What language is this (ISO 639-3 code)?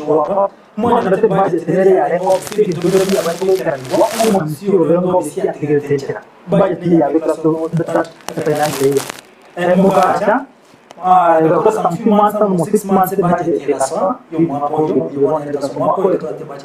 guz